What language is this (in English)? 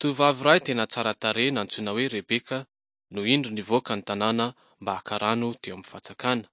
Malagasy